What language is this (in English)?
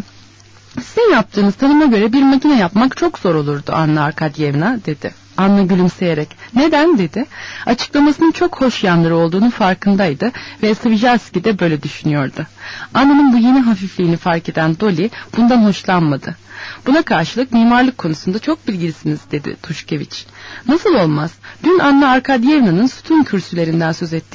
Turkish